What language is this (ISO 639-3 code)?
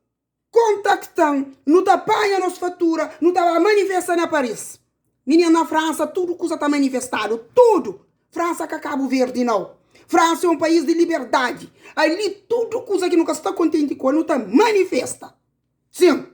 kea